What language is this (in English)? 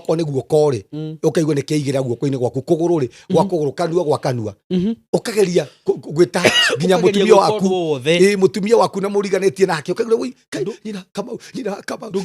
Kikuyu